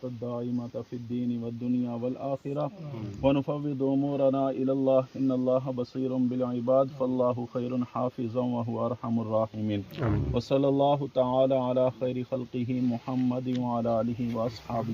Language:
Pahari-Potwari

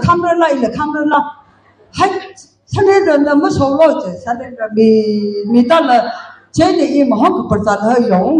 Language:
Tangkhul Naga (India)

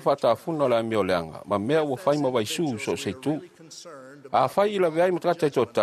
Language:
Samoan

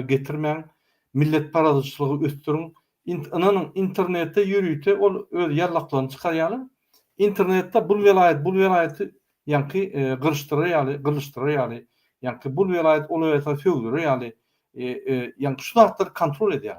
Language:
Turkmen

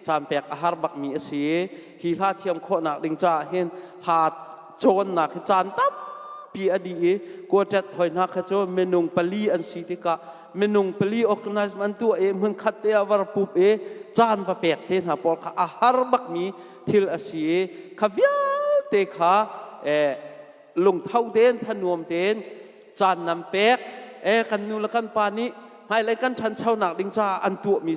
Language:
Hakha Chin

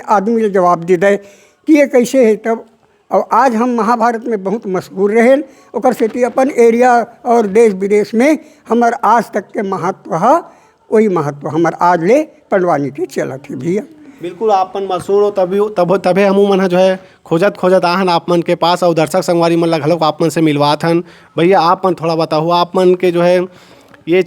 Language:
Chhattisgarhi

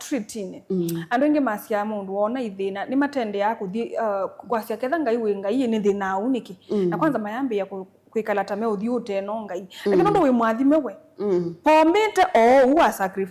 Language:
Kamba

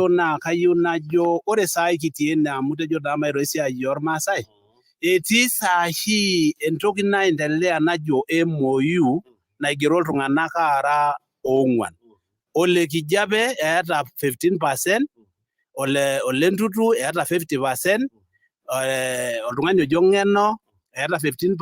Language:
Masai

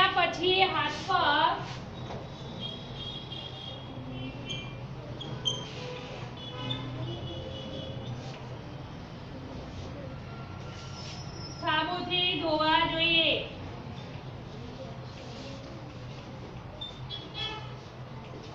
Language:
Gujarati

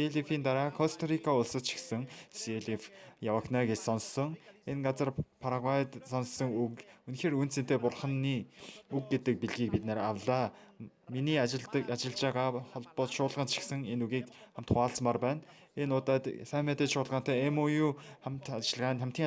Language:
Mongolian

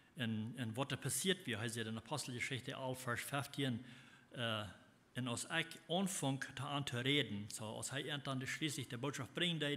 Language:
Plautdietsch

